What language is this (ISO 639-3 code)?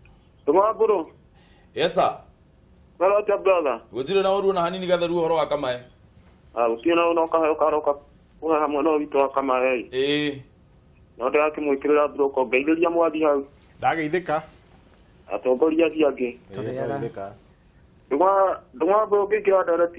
kik